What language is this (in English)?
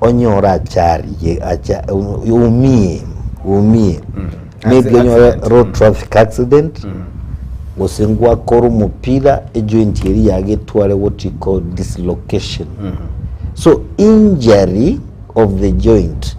Gusii